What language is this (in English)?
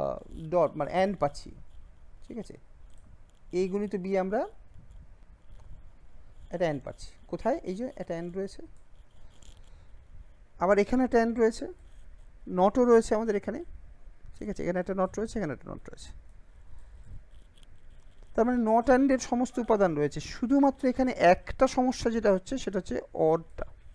Bangla